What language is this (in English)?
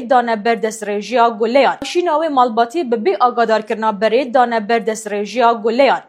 Kurdish